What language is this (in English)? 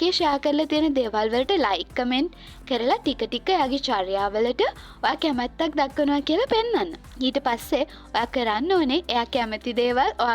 Sinhala